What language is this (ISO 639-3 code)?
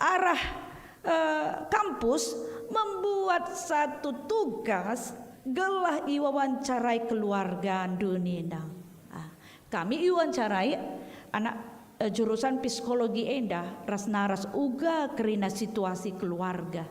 btx